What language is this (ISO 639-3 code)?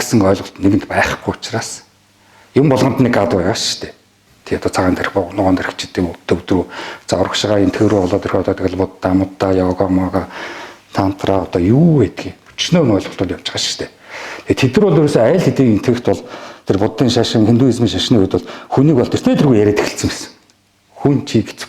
mon